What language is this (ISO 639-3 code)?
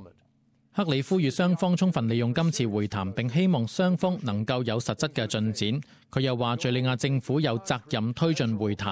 yue